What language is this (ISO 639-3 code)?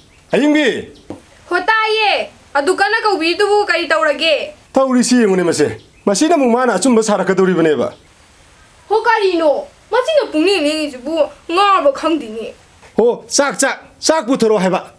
mni